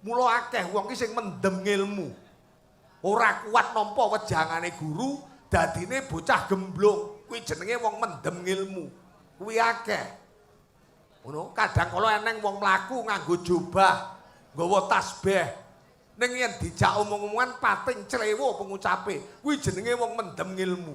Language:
Javanese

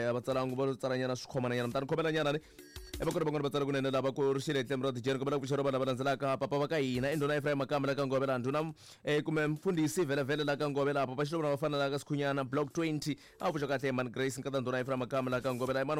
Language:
Tsonga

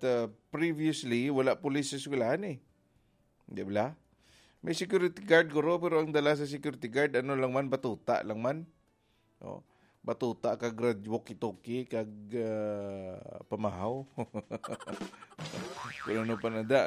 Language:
Hiligaynon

